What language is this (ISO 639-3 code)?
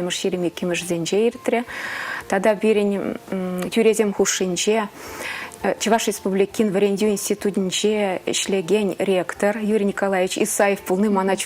chv